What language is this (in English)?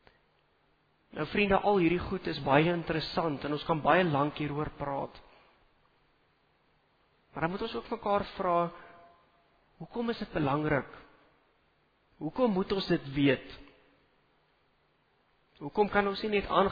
Afrikaans